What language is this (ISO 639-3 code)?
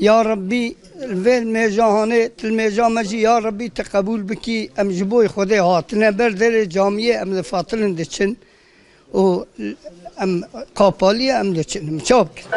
kur